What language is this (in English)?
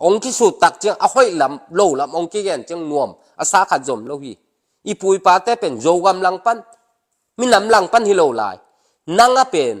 Tedim Chin